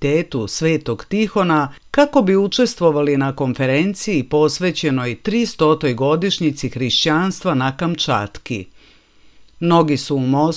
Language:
Serbian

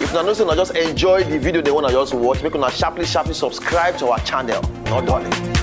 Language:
Nigerian Pidgin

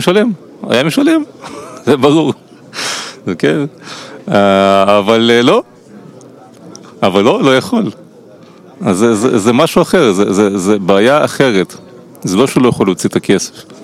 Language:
Hebrew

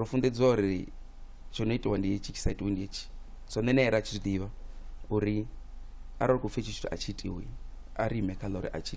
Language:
Venda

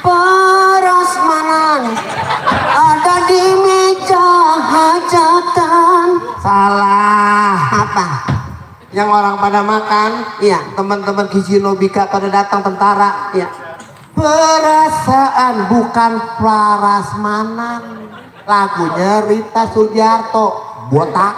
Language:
Betawi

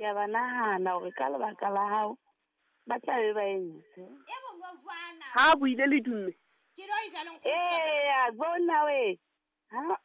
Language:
Southern Sotho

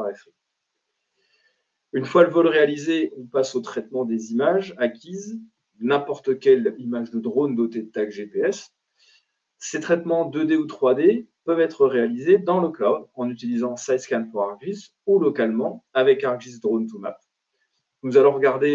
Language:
French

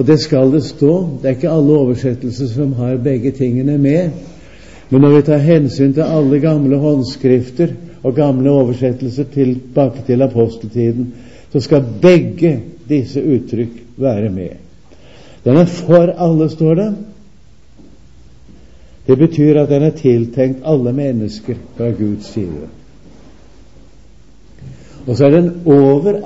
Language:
Norwegian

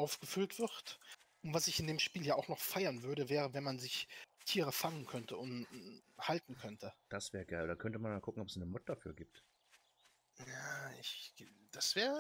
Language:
German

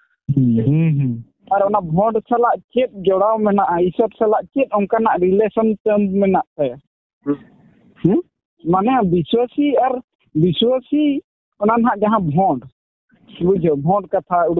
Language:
Santali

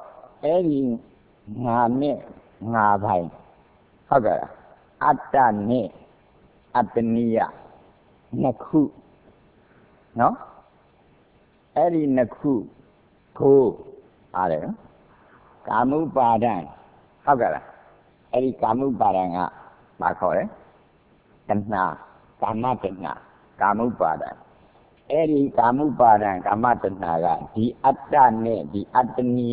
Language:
Burmese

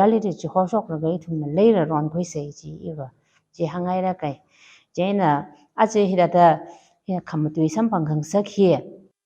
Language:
Tangkhul Naga (India)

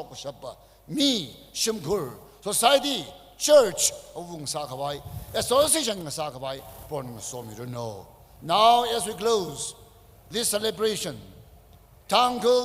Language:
Tangkhul Naga (India)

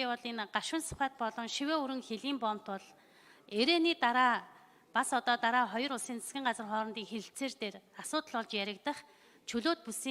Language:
Mongolian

